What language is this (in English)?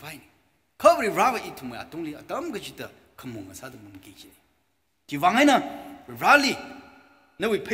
Tangkhul Naga (India)